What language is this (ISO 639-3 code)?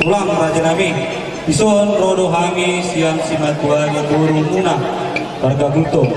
bbc